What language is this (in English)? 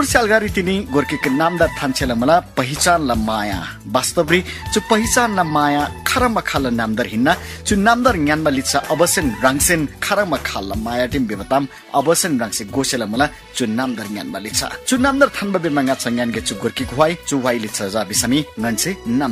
Eastern Tamang